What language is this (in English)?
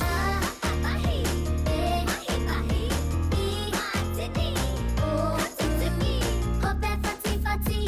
Māori